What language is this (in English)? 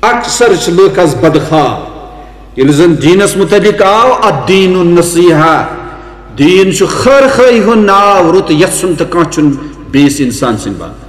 Kashmiri